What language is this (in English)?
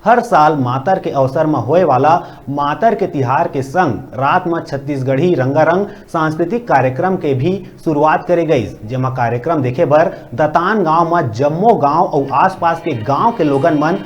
Chhattisgarhi